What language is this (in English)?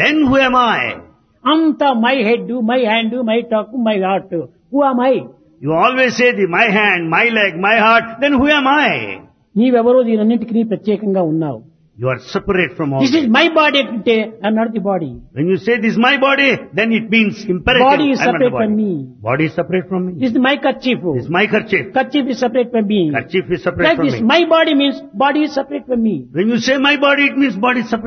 Telugu